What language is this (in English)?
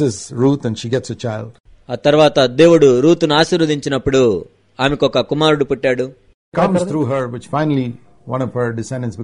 Telugu